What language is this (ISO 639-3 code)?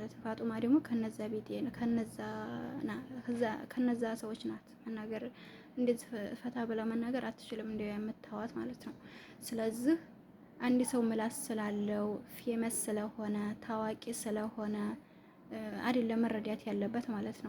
amh